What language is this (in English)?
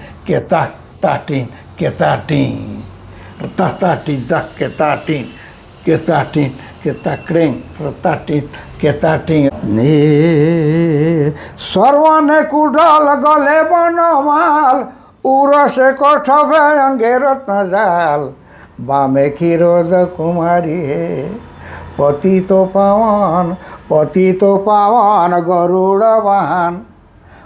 Sadri